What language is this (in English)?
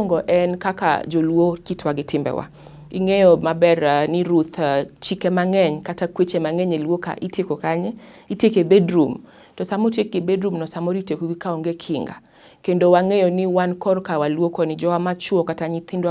Luo (Kenya and Tanzania)